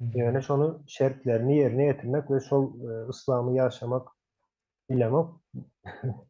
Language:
Turkmen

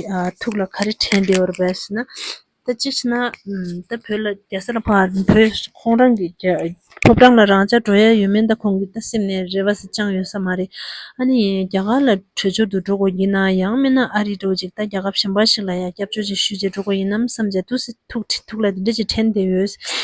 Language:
Tibetan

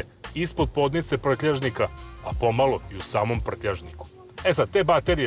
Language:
Serbian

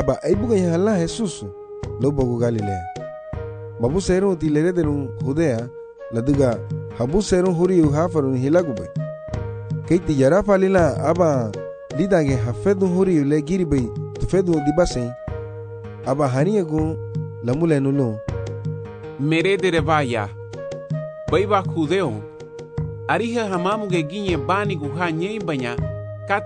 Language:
Garifuna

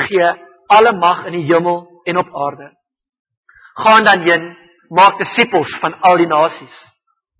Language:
Afrikaans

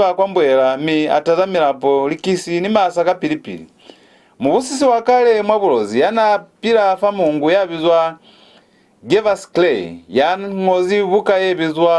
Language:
Lozi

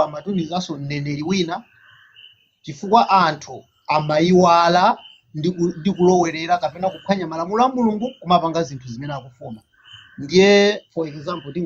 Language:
Nyanja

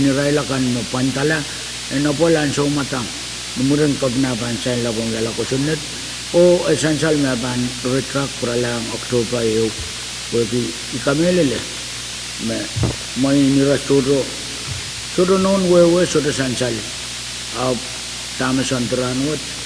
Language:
Pohnpeian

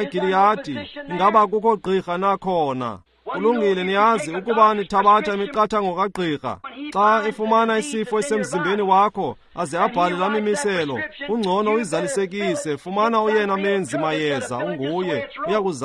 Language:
Xhosa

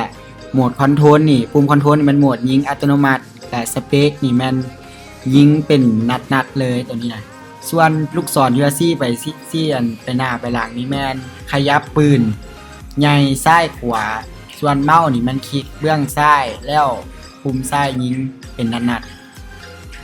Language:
Lao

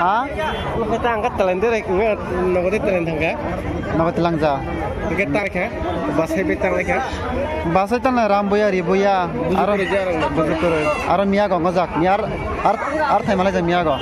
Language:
Kok Borok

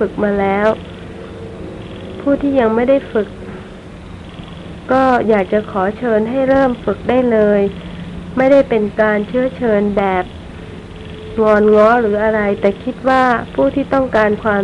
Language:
Thai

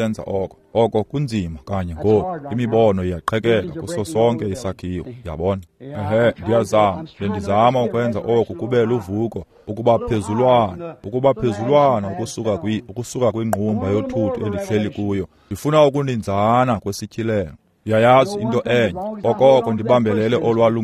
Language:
Xhosa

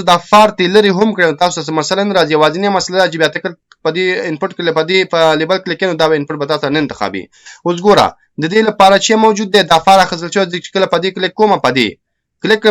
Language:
Pashto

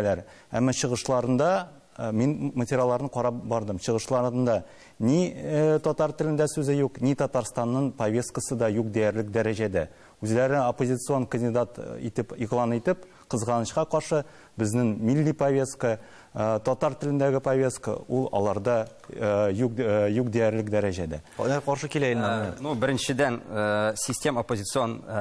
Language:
Tatar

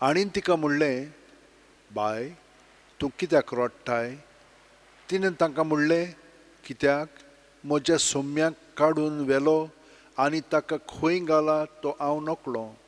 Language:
Konkani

